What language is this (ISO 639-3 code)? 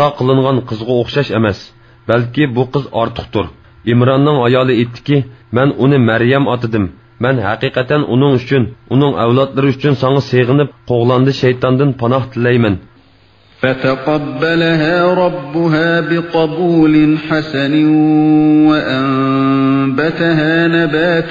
uig